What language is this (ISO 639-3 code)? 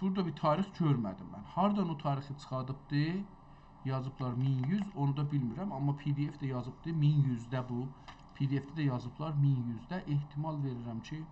azb